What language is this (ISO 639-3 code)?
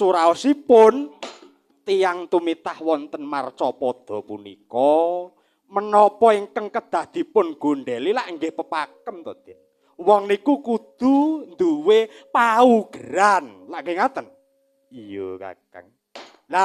jav